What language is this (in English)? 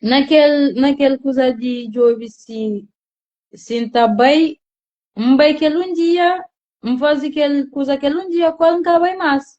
Kabuverdianu